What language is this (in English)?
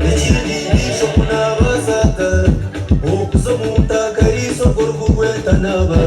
Nyankole